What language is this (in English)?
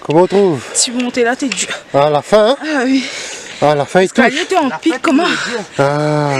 Réunion Creole French